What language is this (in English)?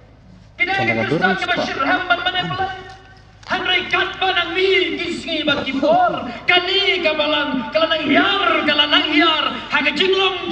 Khasi